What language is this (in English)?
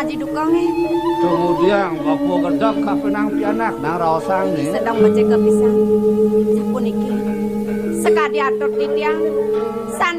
Balinese